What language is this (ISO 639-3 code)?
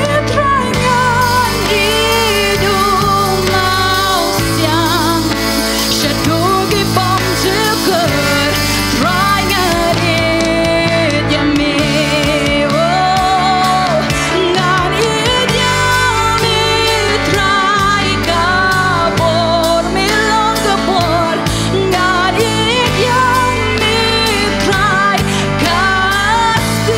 kha